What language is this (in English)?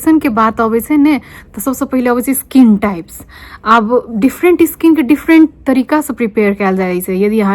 Maithili